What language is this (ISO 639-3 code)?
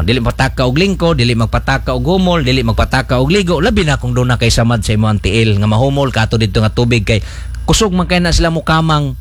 ceb